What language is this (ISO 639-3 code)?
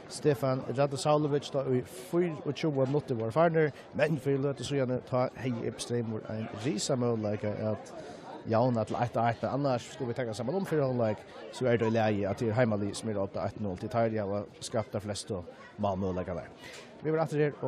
fao